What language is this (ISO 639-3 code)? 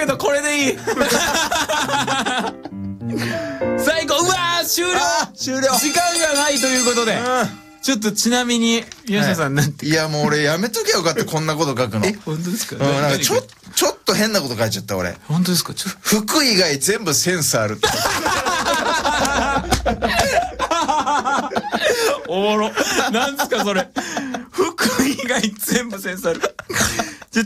jpn